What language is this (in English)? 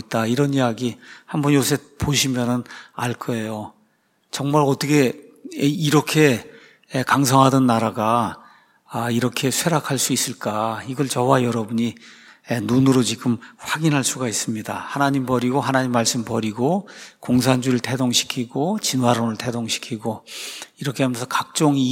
Korean